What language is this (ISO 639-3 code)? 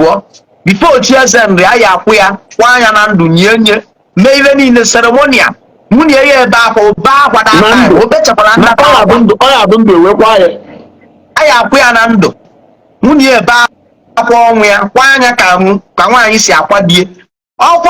ibo